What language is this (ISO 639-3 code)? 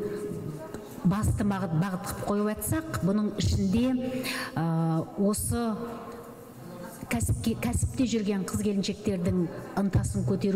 kaz